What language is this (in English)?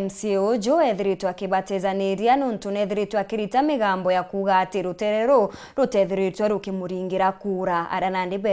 Meru